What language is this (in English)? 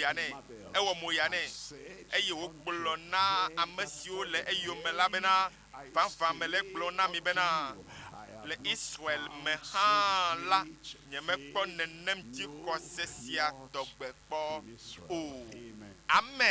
Ewe